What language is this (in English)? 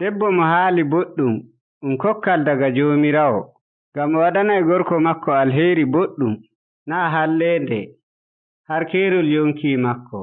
Nigerian Fulfulde